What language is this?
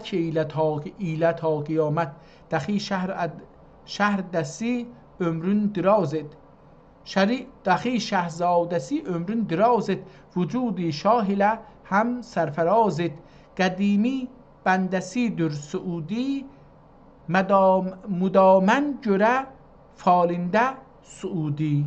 South Azerbaijani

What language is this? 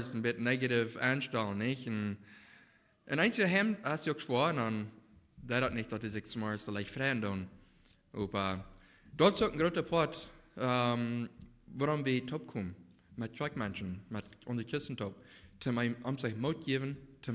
Plautdietsch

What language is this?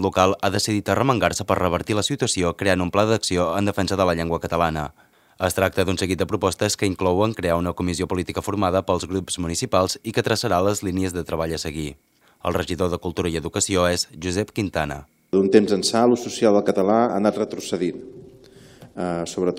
Catalan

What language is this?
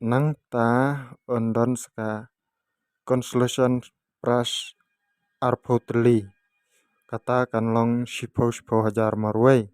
Khasi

